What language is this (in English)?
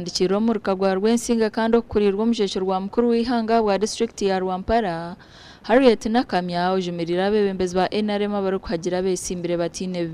Nyankole